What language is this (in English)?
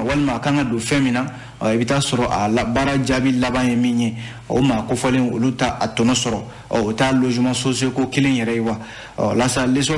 Bambara